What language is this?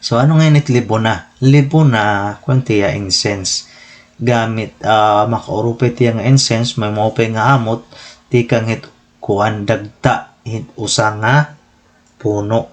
Waray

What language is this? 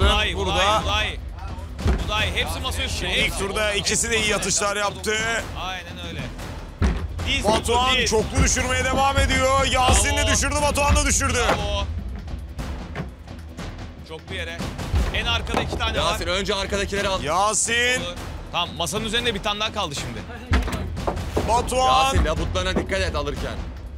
Turkish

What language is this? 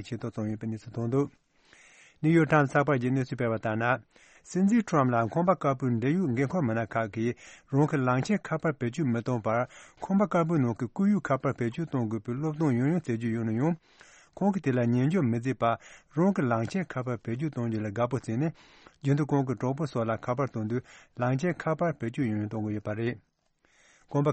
Tibetan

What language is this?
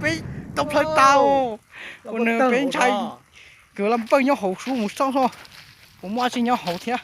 Hmong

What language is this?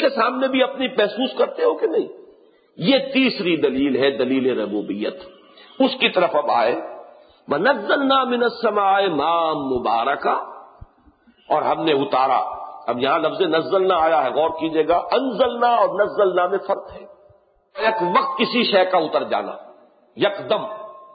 Urdu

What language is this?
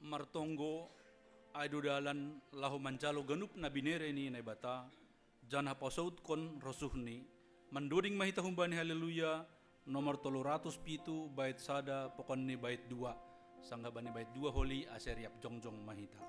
Batak Simalungun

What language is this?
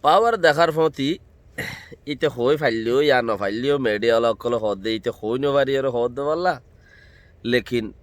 Rohingya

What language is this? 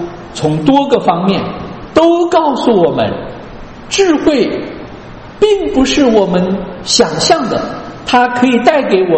Chinese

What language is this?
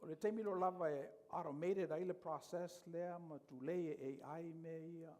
Samoan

